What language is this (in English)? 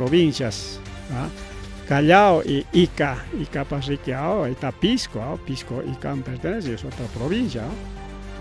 Ayacucho Quechua